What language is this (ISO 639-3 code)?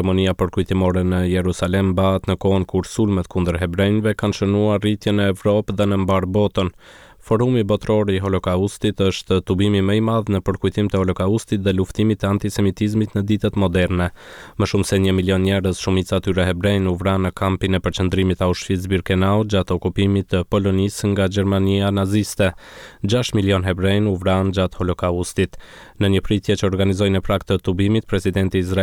sqi